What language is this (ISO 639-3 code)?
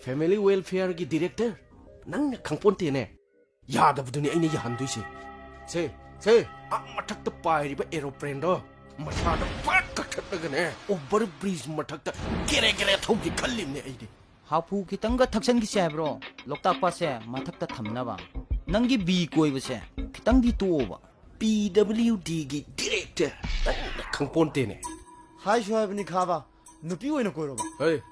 mni